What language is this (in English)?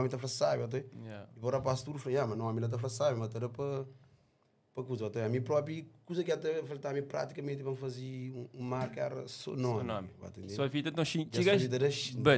Kabuverdianu